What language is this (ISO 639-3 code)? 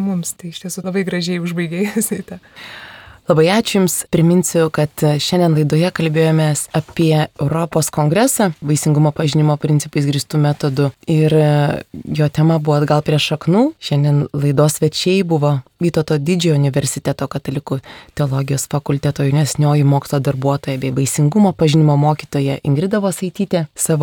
lit